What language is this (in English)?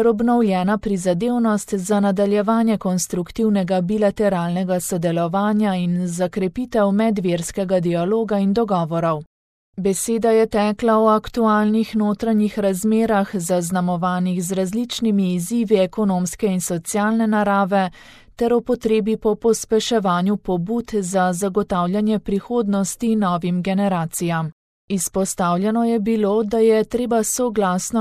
Slovenian